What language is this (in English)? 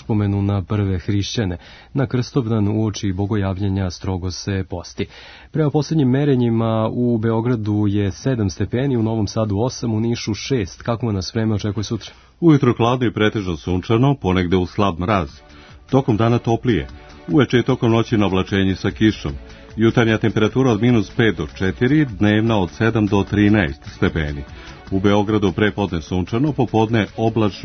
Serbian